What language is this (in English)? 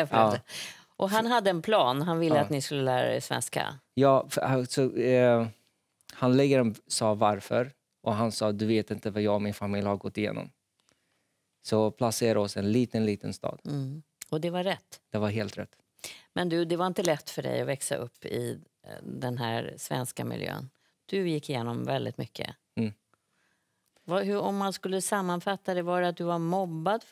Swedish